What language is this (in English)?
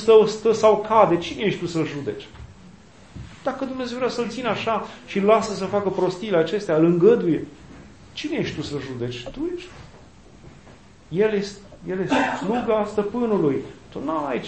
Romanian